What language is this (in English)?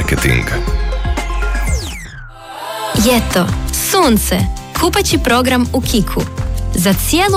Croatian